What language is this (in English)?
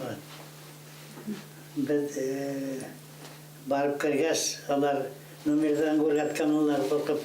Bashkir